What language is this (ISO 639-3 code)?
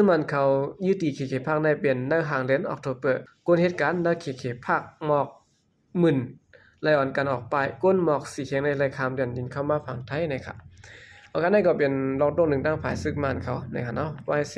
shn